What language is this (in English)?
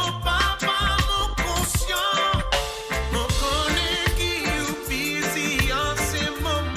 Morisyen